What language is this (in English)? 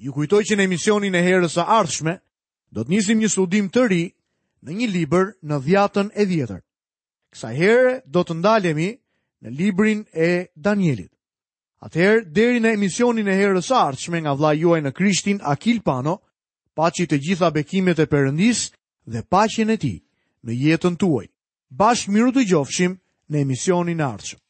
Albanian